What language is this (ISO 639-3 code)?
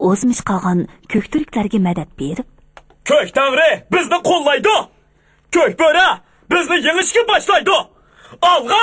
uig